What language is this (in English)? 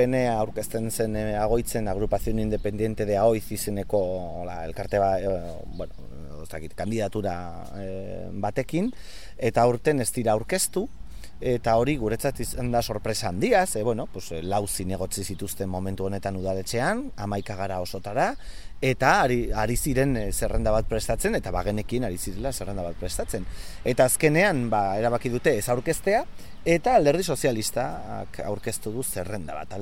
Basque